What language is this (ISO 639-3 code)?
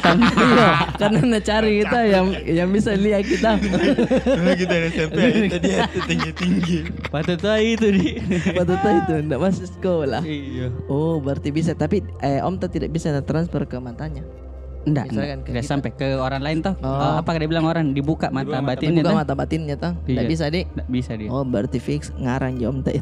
mfp